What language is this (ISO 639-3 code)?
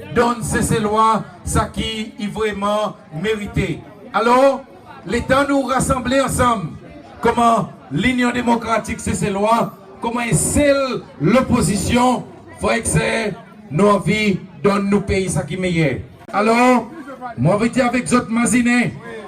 crs